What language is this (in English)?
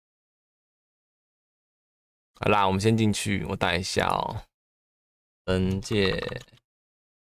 Chinese